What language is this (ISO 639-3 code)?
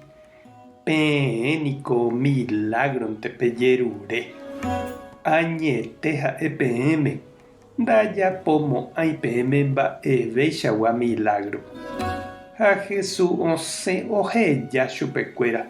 grn